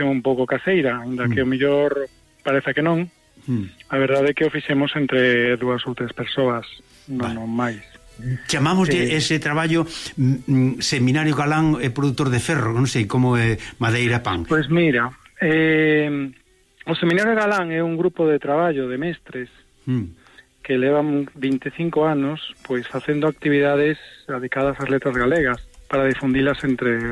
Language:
Galician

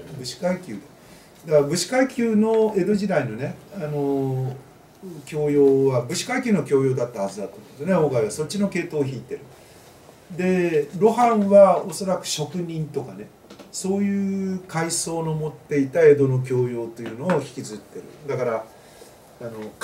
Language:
Japanese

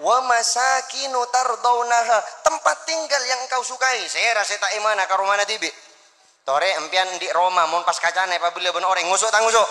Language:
Madurese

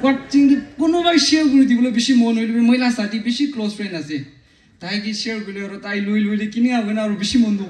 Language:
Naga Pidgin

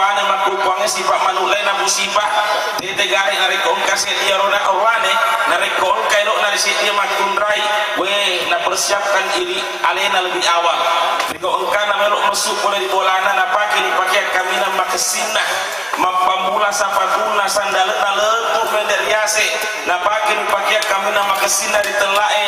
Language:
Buginese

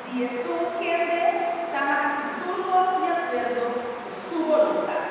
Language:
Papiamento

